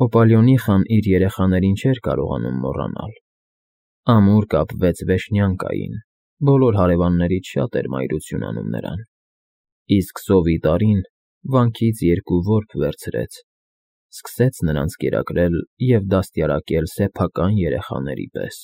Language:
Armenian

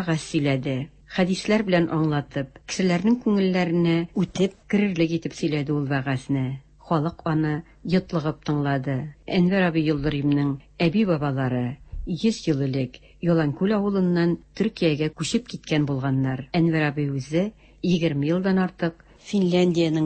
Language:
Tatar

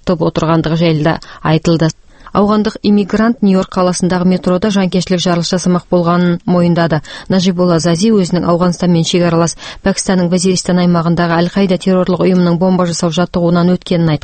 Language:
Kazakh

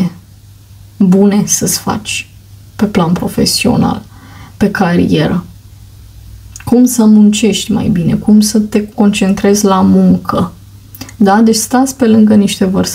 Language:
Romanian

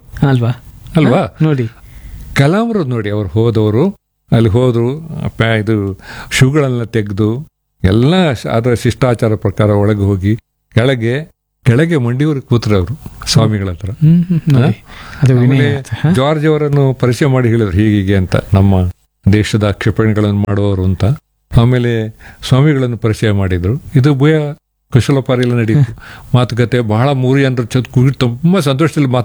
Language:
Kannada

